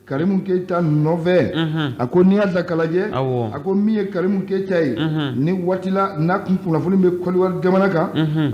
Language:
Bambara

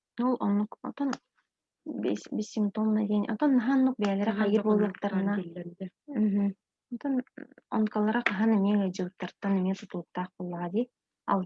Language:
Yakut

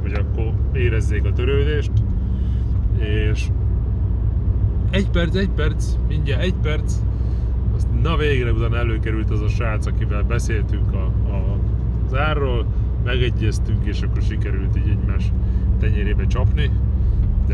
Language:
Hungarian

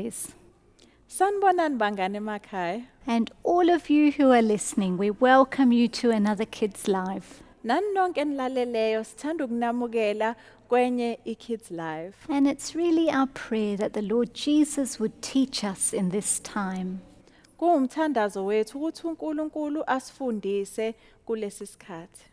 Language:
Zulu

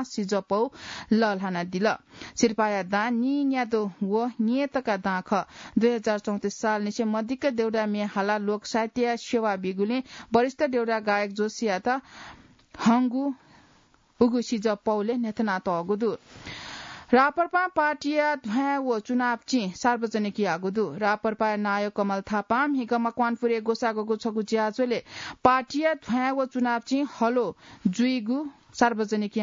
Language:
Newari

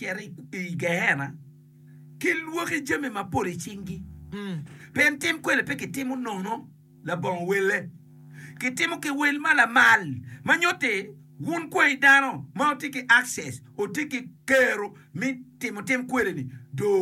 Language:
Acoli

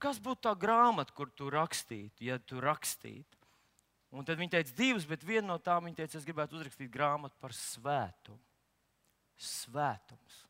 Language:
Latvian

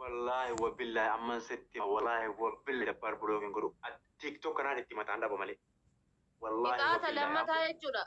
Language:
Oromo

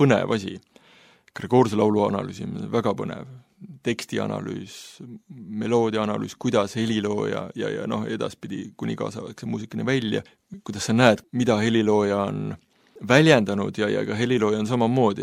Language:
Estonian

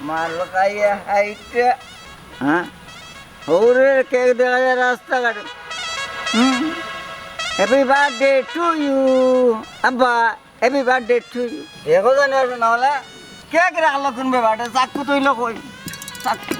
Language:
Sylheti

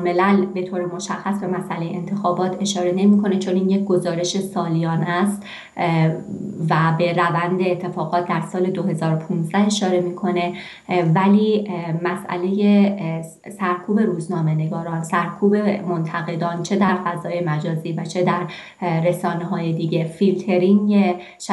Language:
Persian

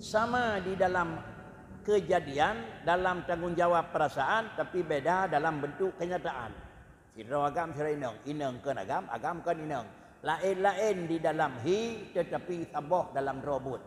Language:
Achinese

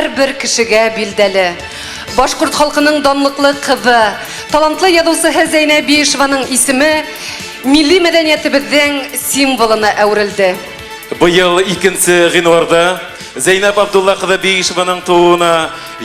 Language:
Bashkir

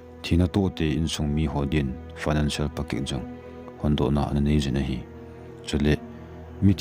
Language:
Thado Chin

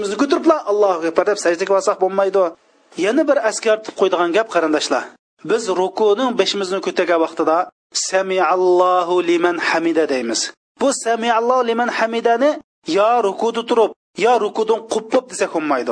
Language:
Uyghur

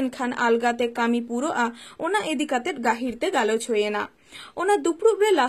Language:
Santali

